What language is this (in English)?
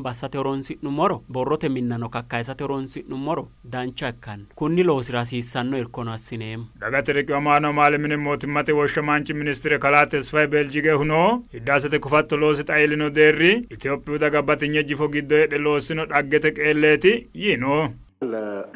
Sidamo